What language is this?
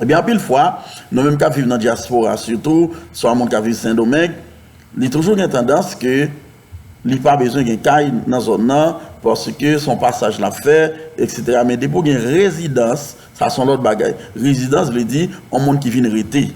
Haitian Creole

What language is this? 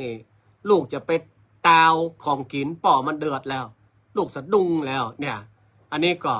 Northern Thai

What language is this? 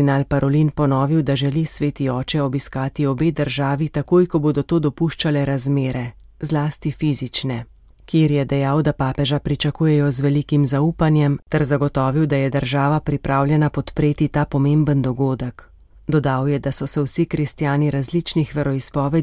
Slovenian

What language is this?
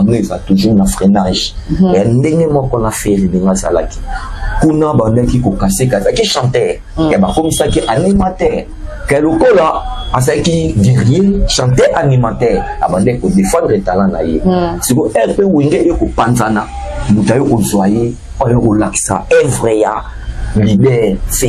Lingala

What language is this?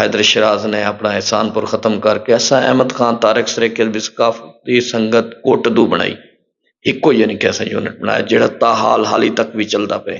Saraiki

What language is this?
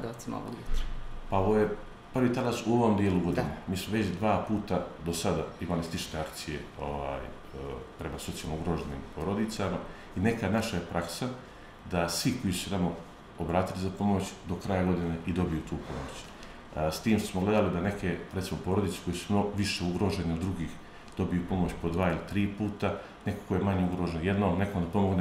Bosnian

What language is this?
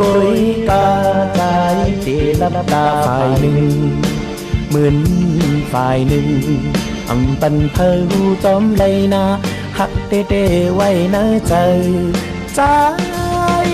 Shan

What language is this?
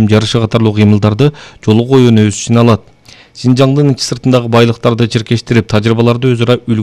Kyrgyz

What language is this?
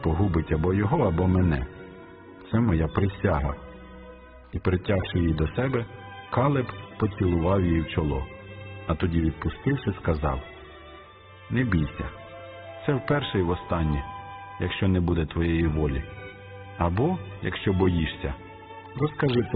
Ukrainian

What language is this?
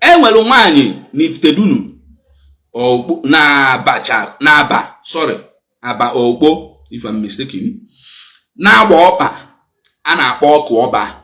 Igbo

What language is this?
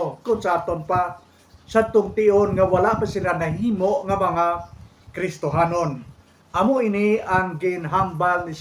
Hiligaynon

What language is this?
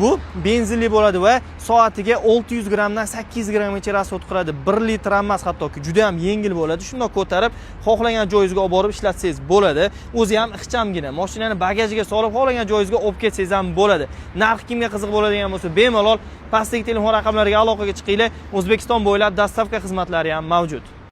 Uzbek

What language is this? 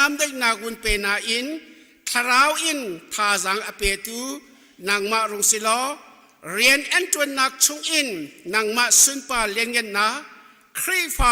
Hakha Chin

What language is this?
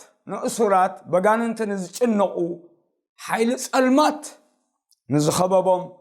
Tigrinya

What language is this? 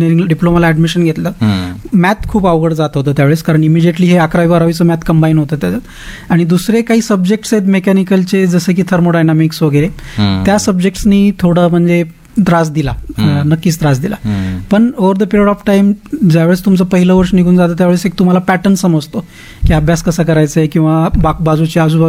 Marathi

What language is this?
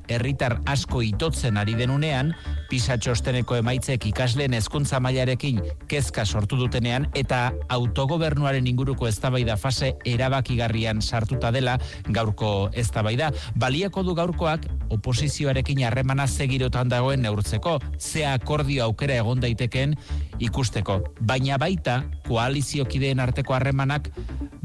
Basque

